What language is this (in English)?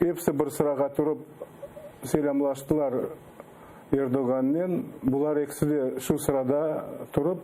Crimean Tatar